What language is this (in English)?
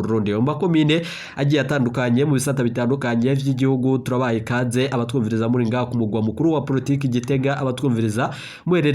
Rundi